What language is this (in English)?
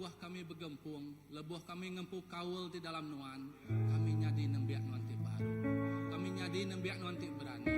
Iban